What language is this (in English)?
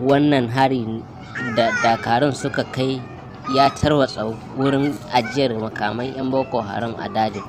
Hausa